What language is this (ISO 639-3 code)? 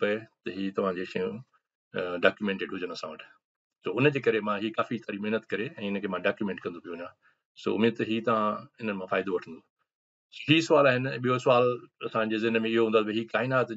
snd